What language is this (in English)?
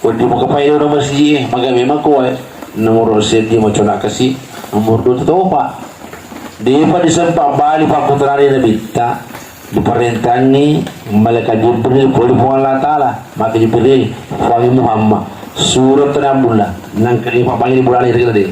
Buginese